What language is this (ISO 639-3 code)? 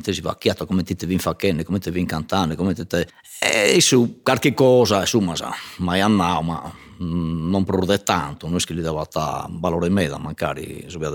srd